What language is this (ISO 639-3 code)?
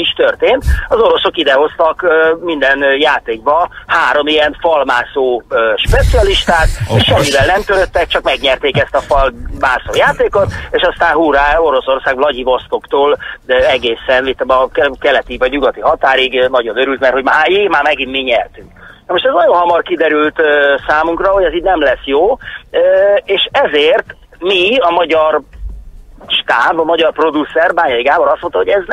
hun